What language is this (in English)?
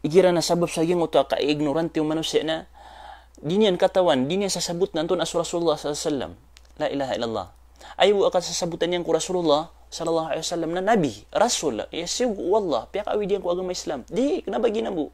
Maranao